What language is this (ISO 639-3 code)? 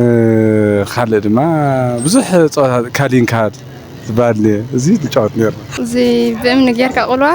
tir